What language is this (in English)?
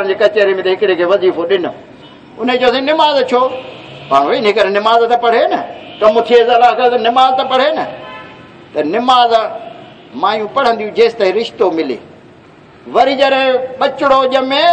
Saraiki